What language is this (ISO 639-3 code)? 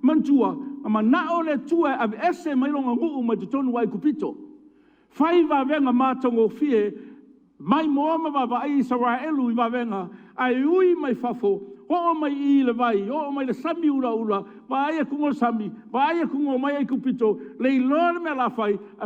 smo